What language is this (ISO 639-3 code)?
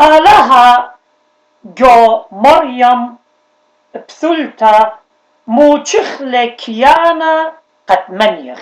aii